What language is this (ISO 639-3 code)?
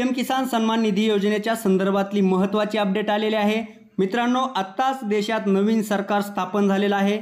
mar